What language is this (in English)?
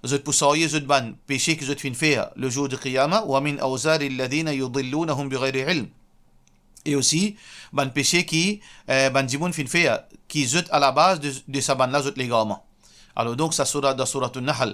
Morisyen